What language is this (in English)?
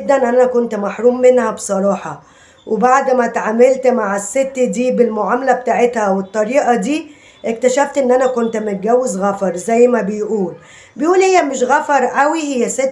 Egyptian Arabic